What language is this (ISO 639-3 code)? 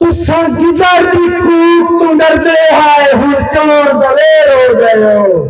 skr